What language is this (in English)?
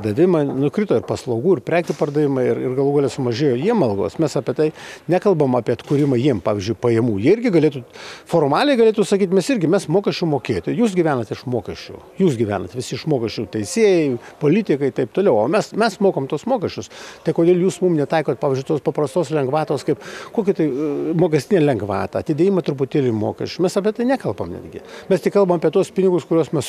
Lithuanian